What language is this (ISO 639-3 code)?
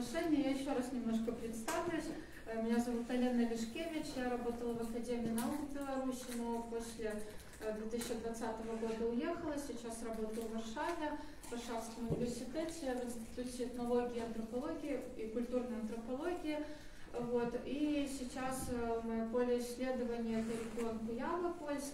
rus